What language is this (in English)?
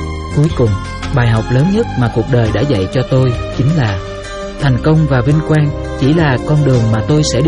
Vietnamese